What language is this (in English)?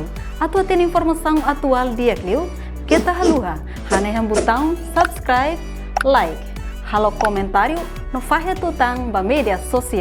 Tetum